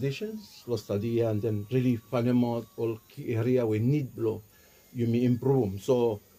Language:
Bislama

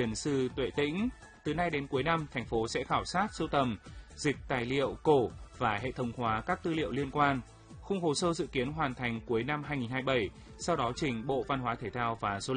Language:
Vietnamese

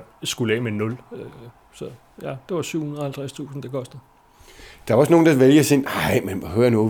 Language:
Danish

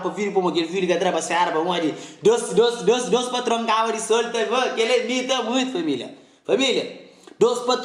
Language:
Kabuverdianu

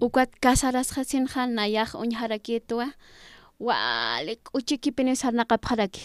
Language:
Aymara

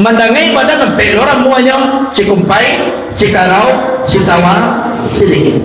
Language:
Minangkabau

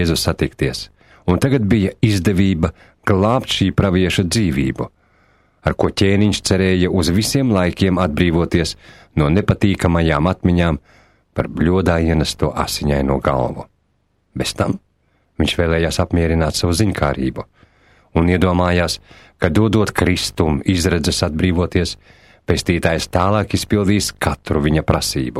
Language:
Latvian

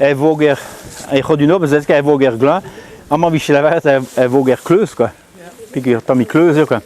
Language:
Breton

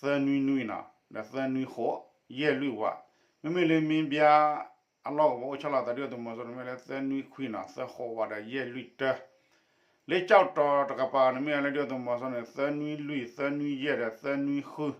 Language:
S'gaw Karen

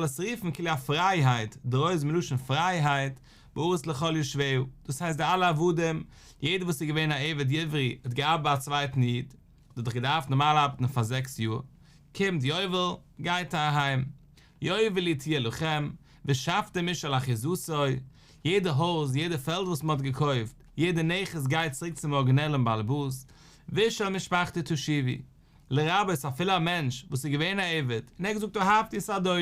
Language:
Yiddish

